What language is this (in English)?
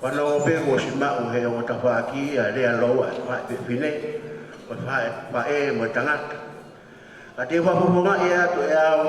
Tongan